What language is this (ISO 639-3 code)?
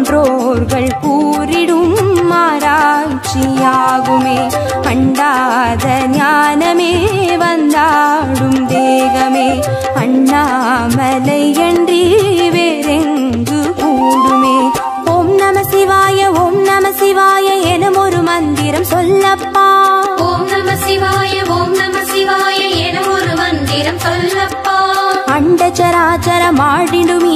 tam